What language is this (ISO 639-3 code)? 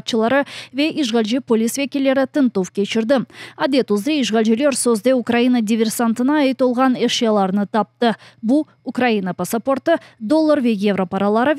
crh